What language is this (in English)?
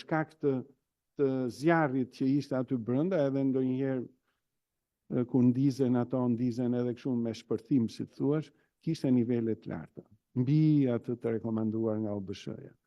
Albanian